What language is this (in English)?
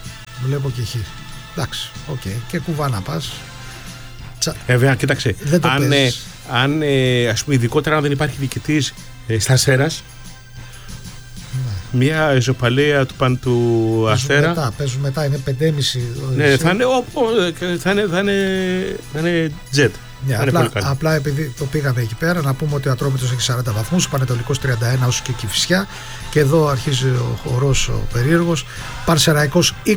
Greek